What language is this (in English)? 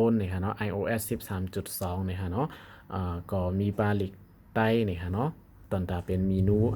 Shan